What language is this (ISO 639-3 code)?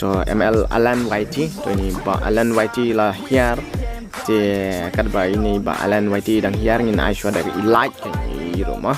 kha